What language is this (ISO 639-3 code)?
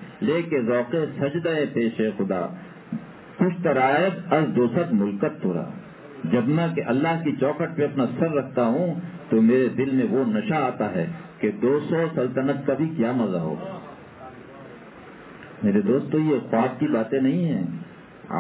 urd